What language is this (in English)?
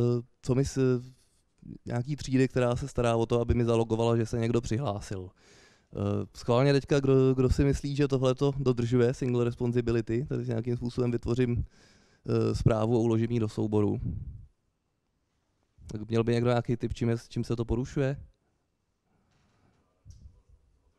Czech